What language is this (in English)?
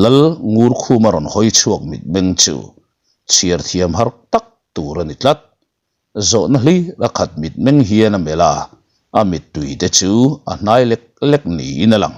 Mizo